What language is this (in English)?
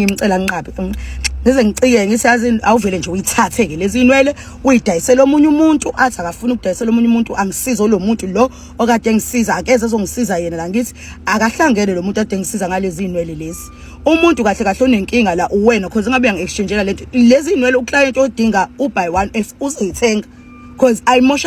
Zulu